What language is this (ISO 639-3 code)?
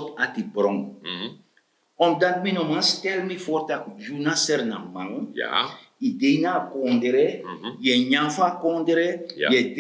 srn